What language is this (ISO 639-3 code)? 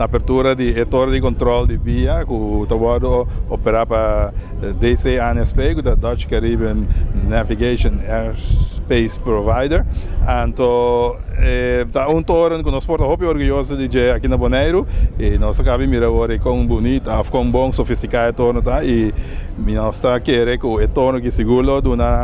pap